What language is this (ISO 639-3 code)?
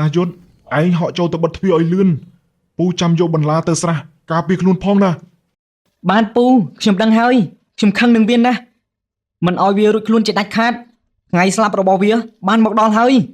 khm